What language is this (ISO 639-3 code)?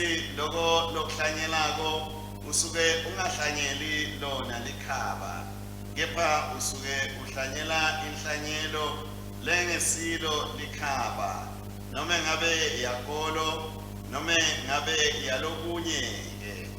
ssw